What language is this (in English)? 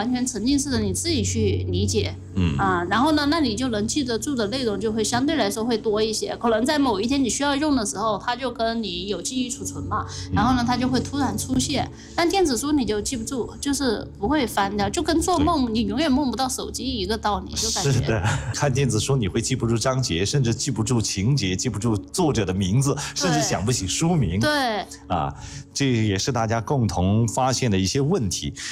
Chinese